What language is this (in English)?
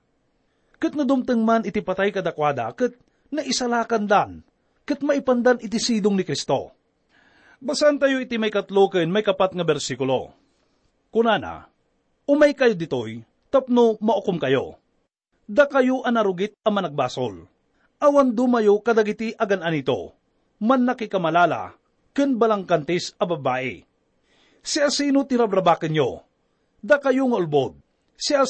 Iloko